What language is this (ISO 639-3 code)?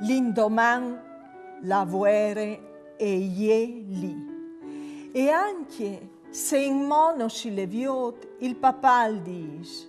fur